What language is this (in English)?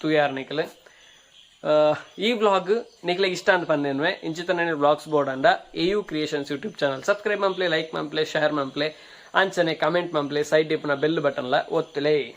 Tulu